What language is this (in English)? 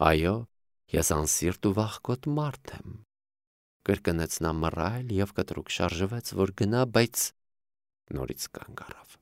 Armenian